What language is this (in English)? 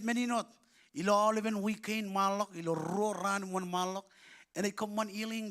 Marshallese